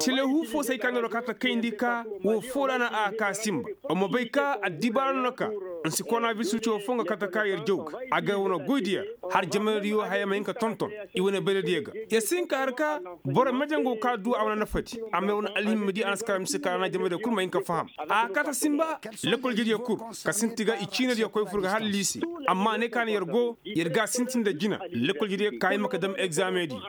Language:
Koyraboro Senni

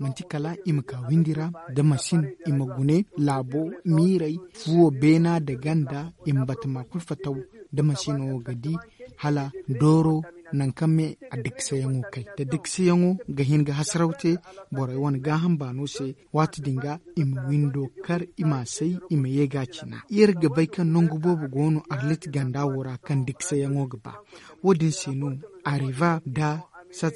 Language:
Zarma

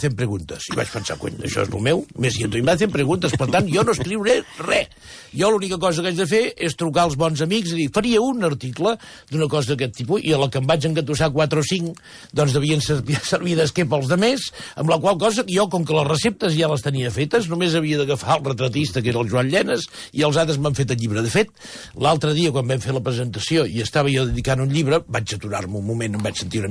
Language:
Catalan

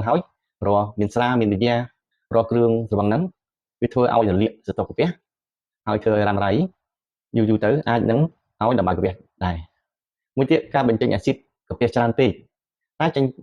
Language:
Khmer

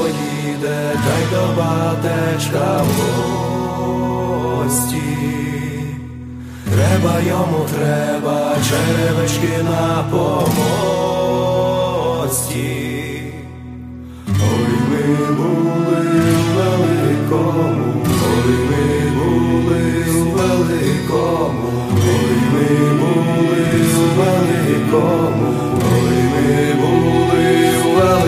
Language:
Ukrainian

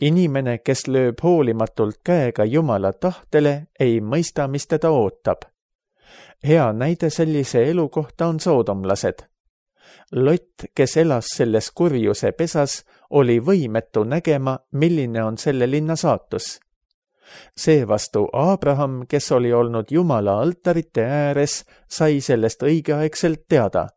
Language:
Estonian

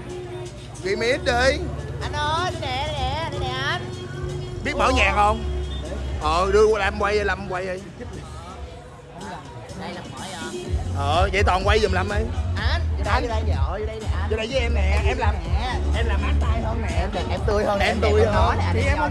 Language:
Vietnamese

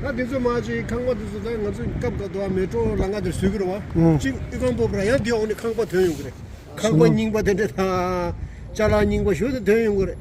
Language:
Tibetan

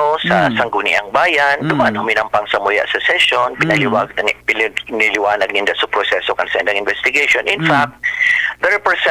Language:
Bikol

